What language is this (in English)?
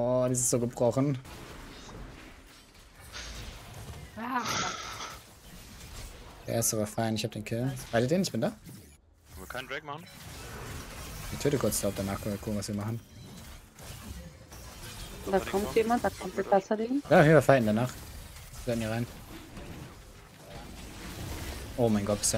German